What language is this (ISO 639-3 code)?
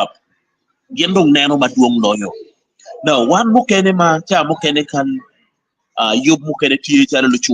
ach